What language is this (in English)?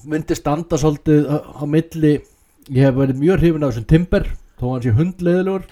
Icelandic